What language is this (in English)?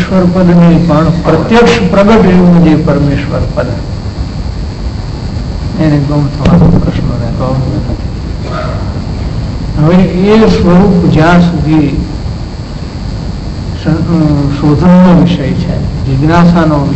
Gujarati